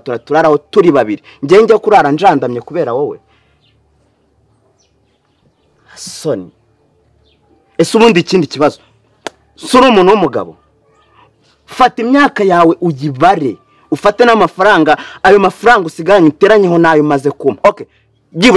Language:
Kinyarwanda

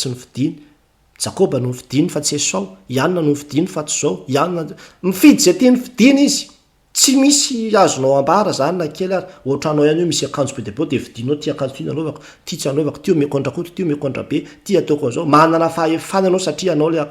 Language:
Malagasy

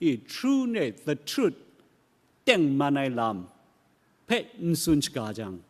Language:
Kachin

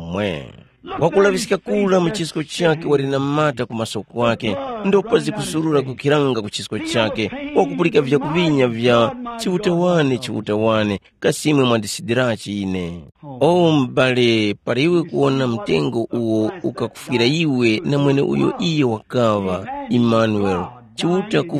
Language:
Tumbuka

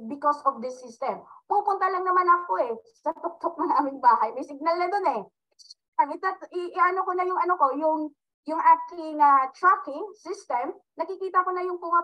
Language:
Filipino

